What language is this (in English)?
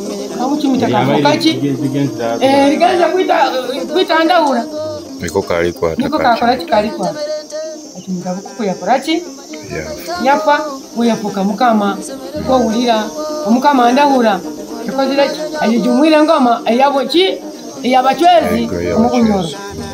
Nyoro